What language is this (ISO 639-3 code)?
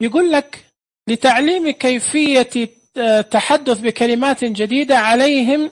ars